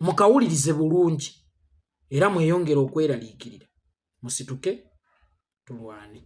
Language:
Ganda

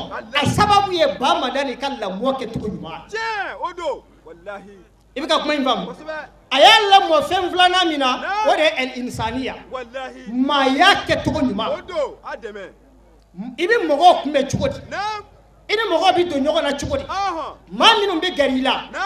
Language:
Bambara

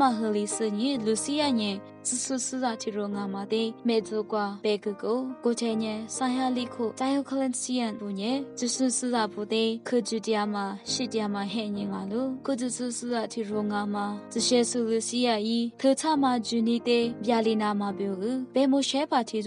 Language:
Lisu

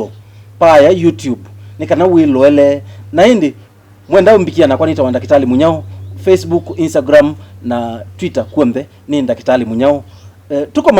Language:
Kamba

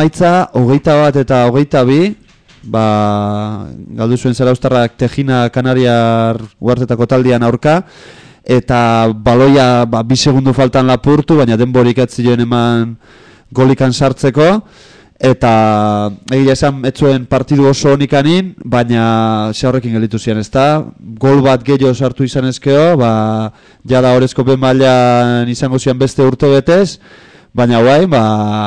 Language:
Basque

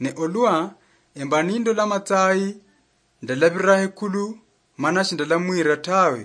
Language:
Luyia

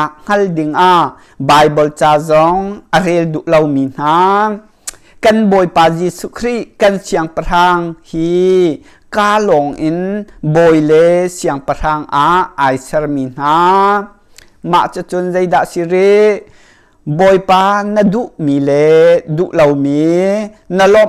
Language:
Hakha Chin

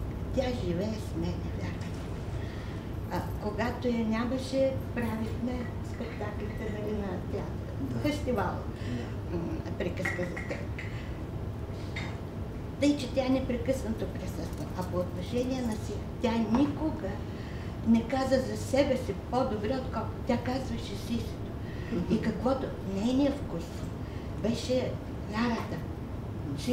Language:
Bulgarian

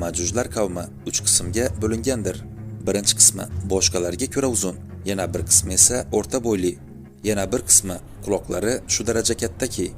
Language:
Uzbek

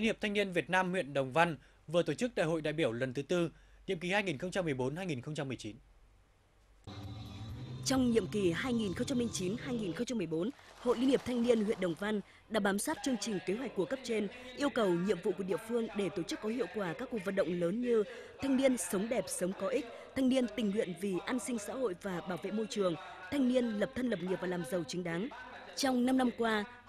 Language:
Vietnamese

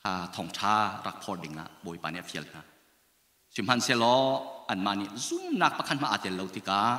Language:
Hakha Chin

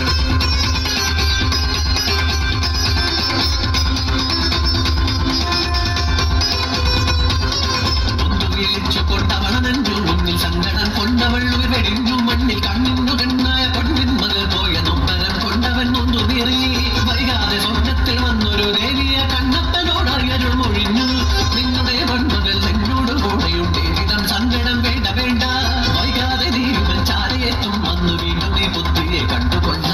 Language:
Malayalam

